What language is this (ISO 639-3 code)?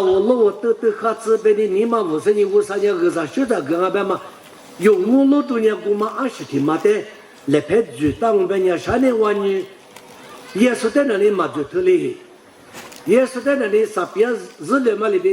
lis